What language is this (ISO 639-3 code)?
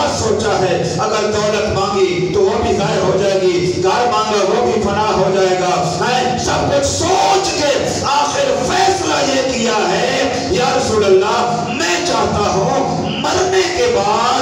urd